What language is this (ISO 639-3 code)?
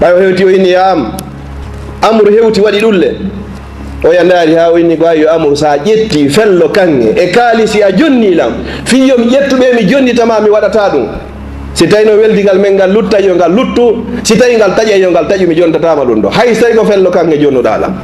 ful